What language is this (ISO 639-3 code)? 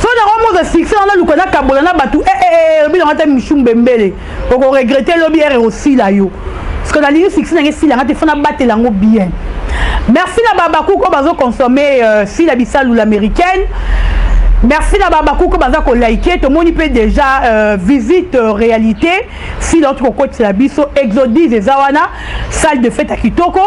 lin